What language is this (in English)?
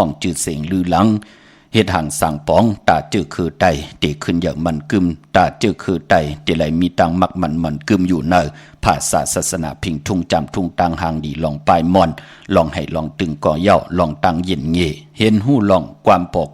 Shan